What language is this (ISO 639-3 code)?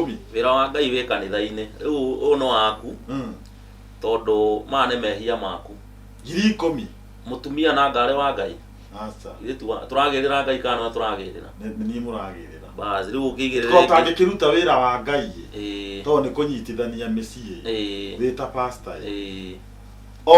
kik